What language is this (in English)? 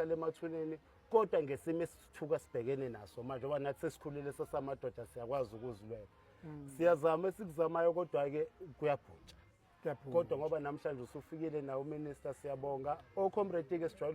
Zulu